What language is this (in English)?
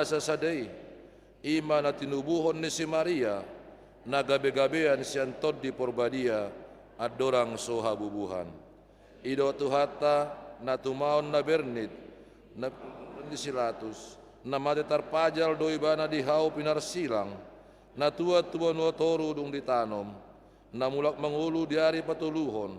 Batak Toba